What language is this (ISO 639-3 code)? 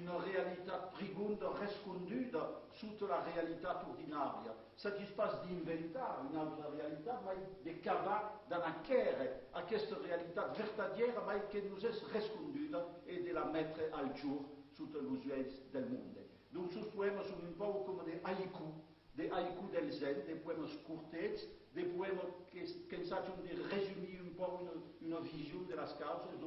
oci